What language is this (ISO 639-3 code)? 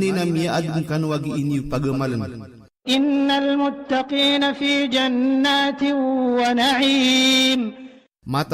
mrw